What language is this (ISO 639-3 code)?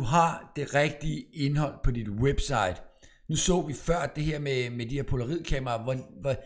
dan